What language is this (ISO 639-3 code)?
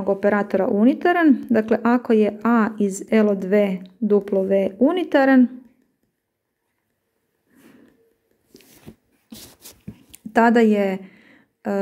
hrv